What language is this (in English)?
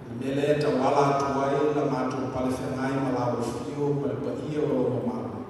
Samoan